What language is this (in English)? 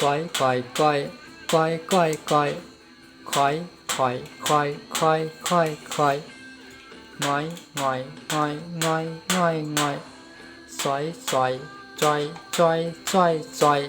Shan